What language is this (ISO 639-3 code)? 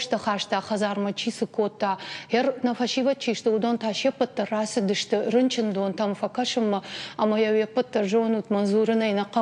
oss